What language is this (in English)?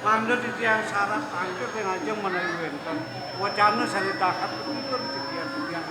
Balinese